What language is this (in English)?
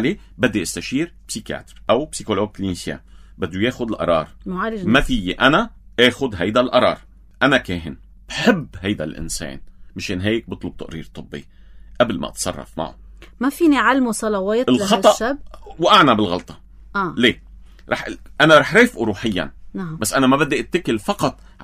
North Levantine Arabic